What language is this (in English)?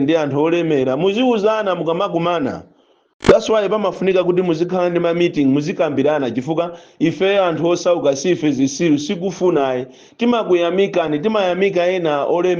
Nyanja